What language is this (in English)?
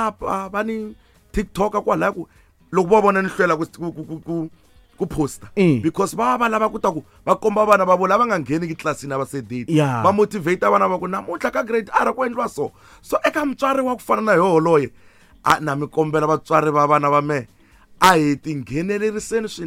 Tsonga